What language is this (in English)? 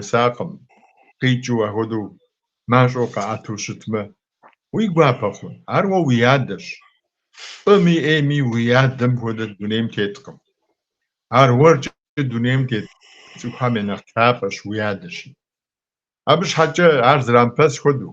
Kabardian